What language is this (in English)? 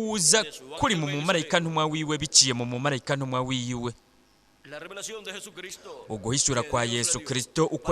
Rundi